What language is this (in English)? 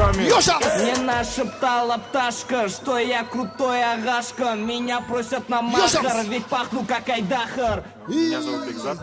Kara-Kalpak